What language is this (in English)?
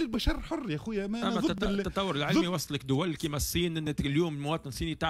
Tunisian Arabic